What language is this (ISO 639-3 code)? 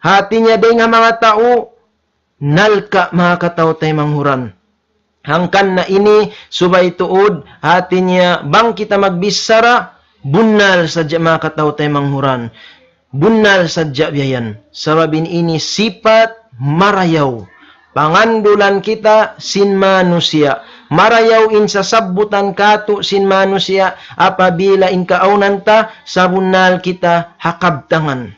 tsg